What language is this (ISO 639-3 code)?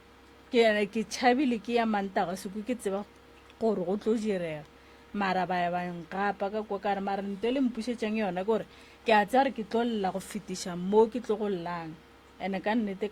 nso